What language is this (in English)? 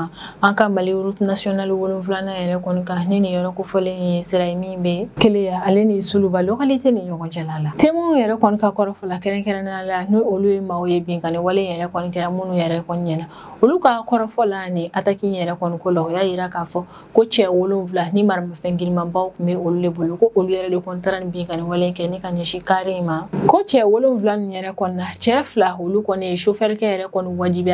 Bambara